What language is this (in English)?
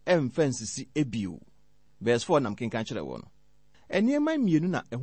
Akan